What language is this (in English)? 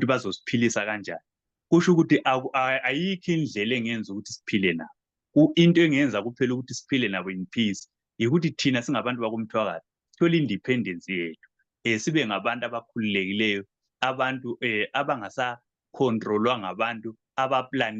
Zulu